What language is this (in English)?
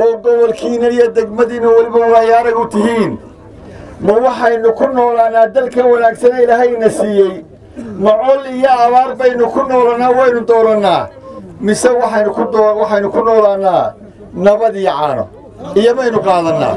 Somali